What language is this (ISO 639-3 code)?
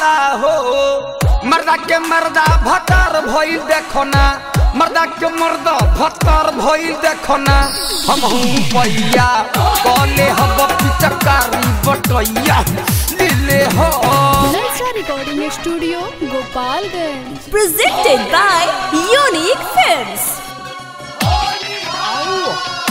bho